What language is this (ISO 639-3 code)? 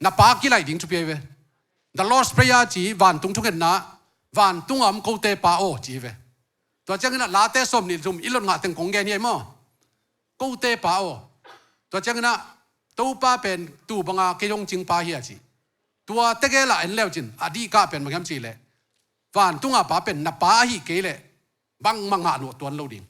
ctd